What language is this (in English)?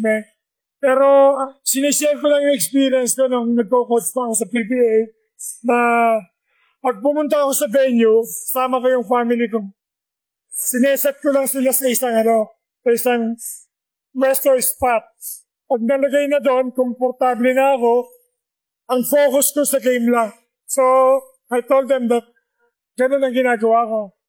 Filipino